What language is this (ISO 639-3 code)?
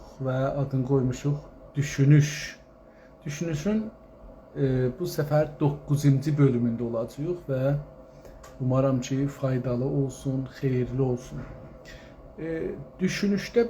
azb